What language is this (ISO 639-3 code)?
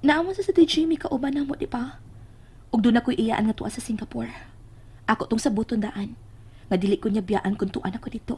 ceb